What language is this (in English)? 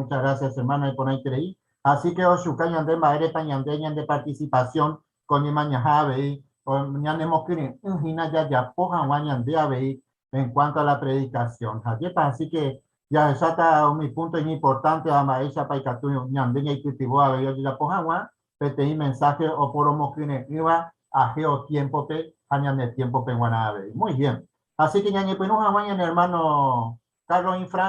Guarani